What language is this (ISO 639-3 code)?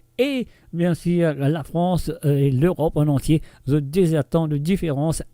mfe